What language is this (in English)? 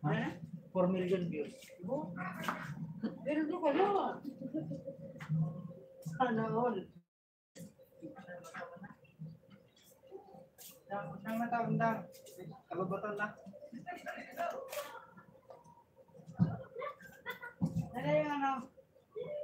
Filipino